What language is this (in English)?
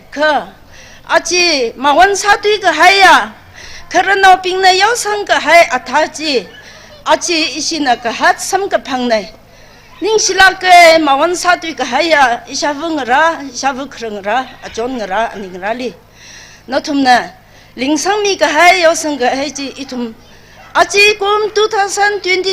Tangkhul Naga (India)